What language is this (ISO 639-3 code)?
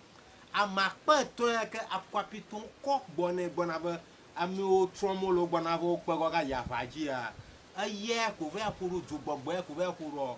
ewe